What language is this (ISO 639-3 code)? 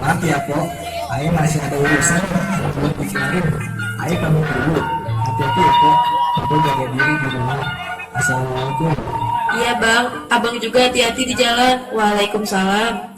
bew